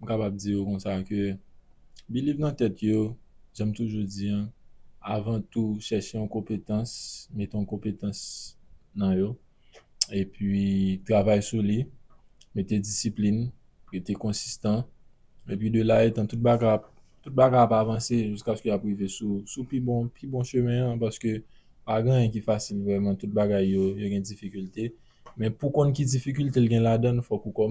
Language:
Haitian Creole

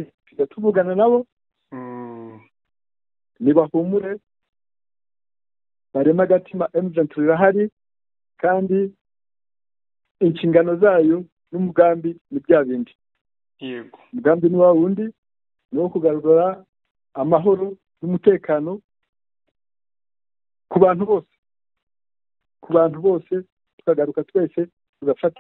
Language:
Kinyarwanda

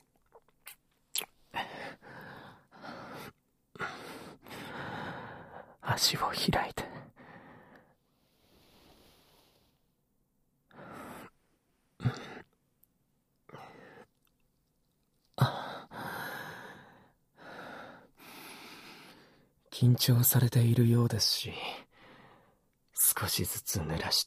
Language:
Japanese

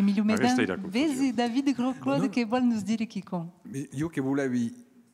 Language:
Occitan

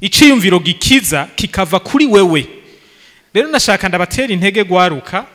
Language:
Rundi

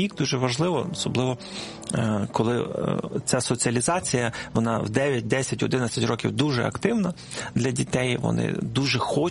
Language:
Ukrainian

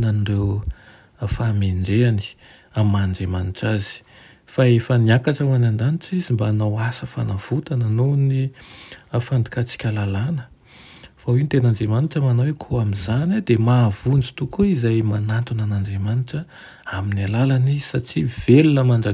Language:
Malagasy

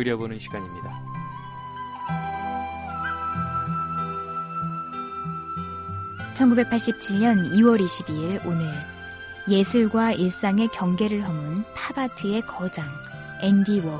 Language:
Korean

